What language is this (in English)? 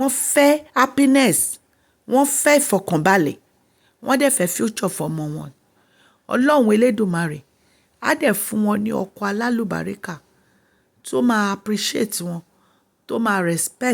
Yoruba